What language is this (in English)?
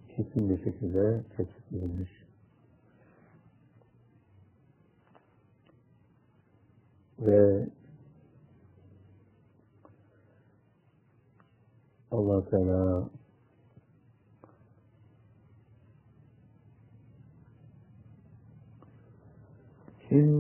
Turkish